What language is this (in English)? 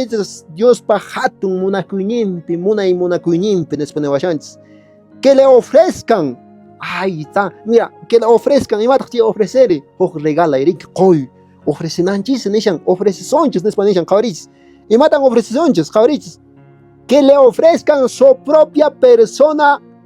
Quechua